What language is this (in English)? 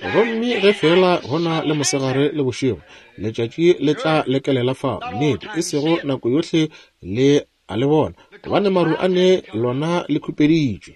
Northern Sotho